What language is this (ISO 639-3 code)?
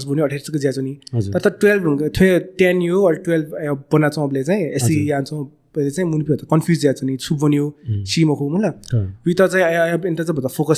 new